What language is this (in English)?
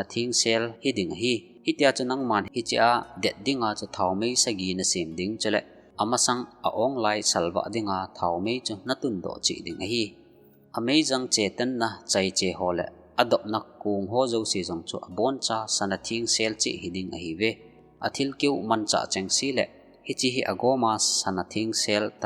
Thado Chin